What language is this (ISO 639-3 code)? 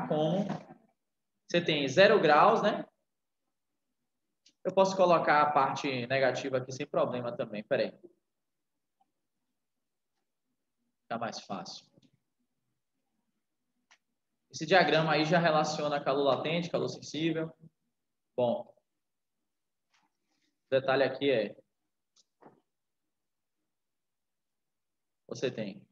por